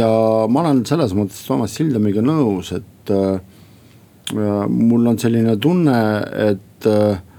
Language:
Estonian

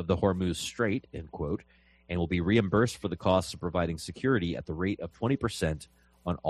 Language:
English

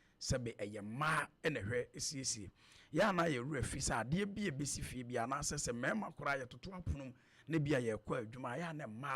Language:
Akan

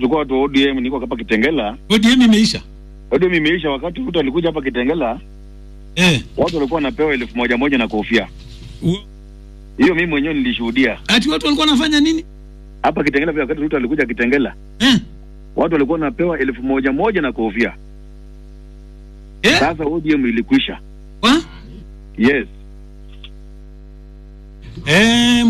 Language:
Swahili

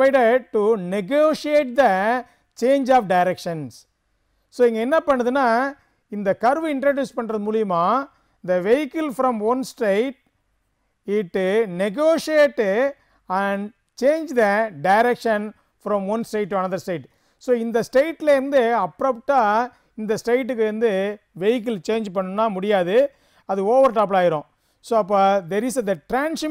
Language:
Tamil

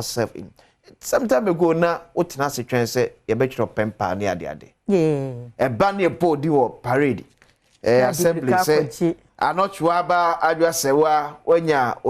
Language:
Akan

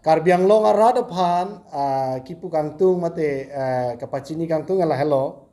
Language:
Karbi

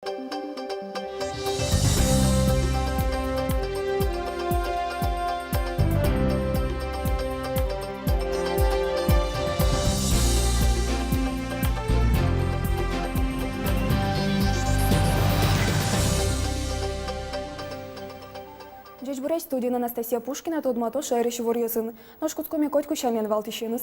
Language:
Udmurt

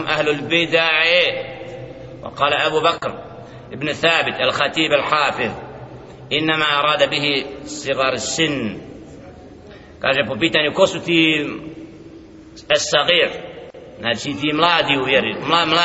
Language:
Bosnian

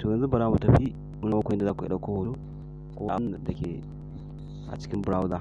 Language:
Hausa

